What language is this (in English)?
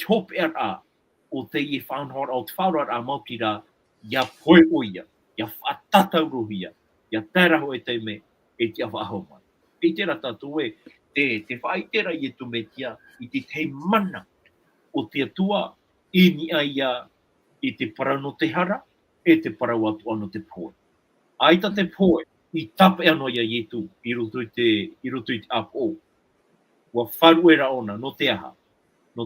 Tahitian